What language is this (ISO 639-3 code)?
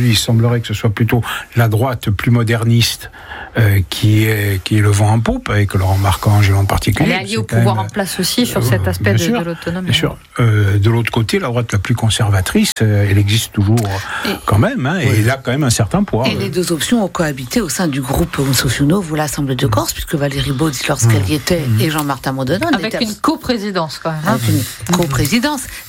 fra